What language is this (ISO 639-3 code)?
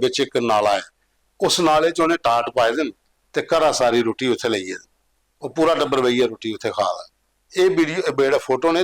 doi